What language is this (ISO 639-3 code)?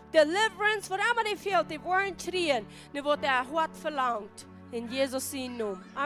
pdt